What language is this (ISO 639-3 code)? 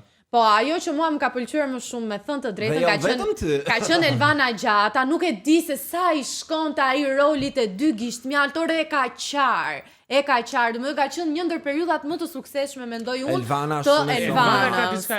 sqi